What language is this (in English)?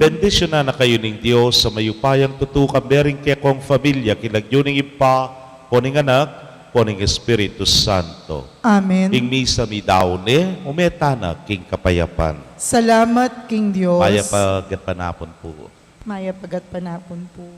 Pampanga